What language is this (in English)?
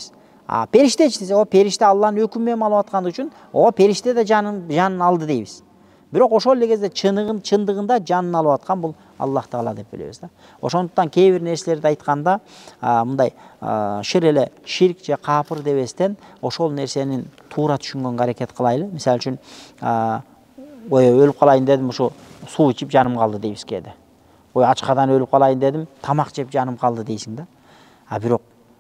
Kyrgyz